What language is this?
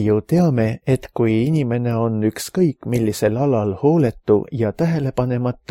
Estonian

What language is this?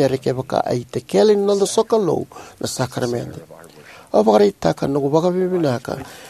Fijian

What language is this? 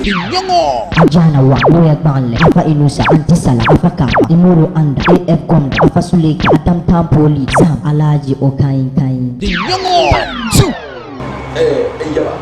Dagbani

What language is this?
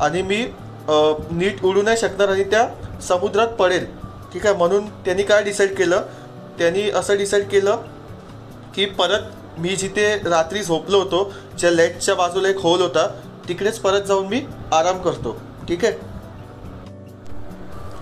Marathi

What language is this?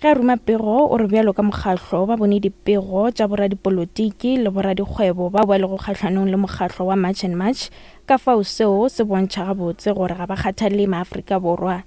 Northern Sotho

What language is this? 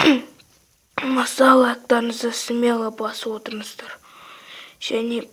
Kazakh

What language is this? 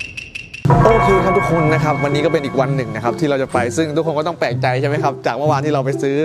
Thai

